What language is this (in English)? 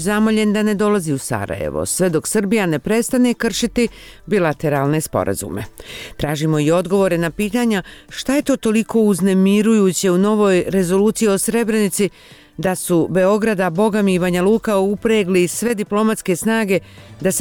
Bosnian